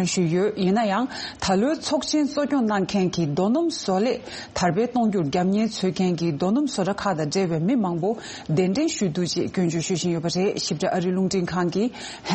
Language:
Tibetan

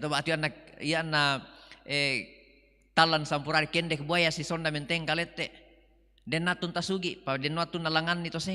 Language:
Toraja-Sa'dan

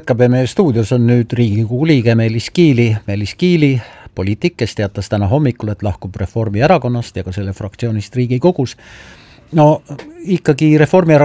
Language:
Estonian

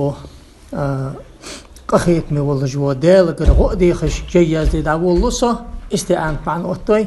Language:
Ingush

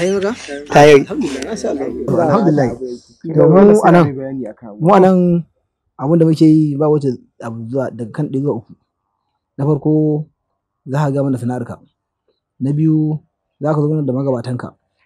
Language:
Hausa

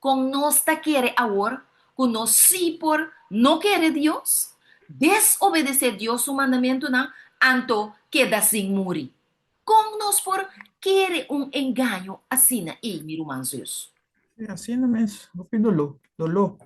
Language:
Papiamento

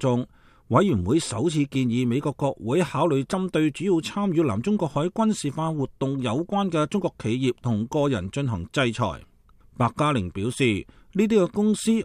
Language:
Cantonese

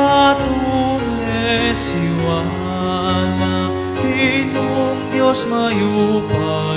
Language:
Pampanga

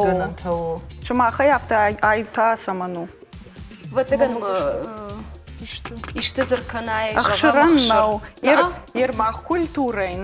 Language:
Ossetic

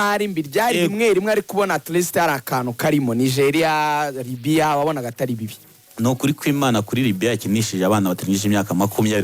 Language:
Kinyarwanda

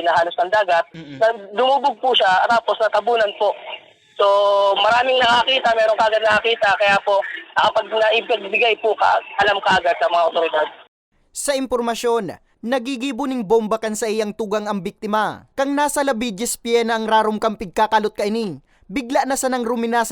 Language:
Bikol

